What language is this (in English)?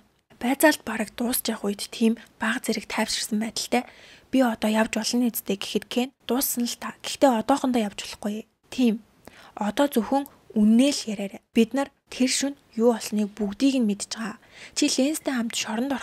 Mongolian